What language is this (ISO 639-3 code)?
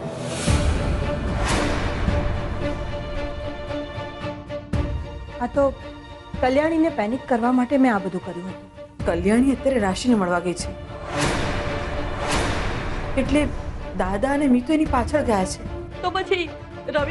guj